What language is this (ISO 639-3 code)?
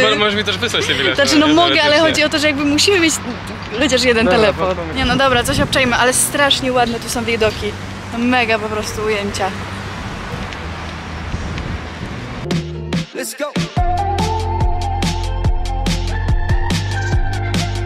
pol